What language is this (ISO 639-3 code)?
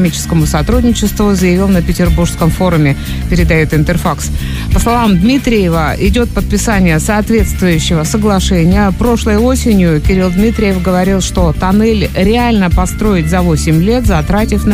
rus